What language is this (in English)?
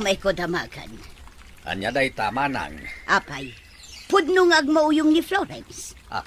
Iloko